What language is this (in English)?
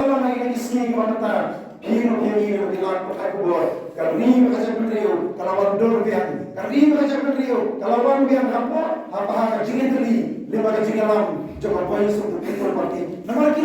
Khasi